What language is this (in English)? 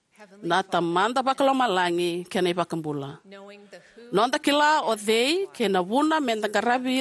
Fijian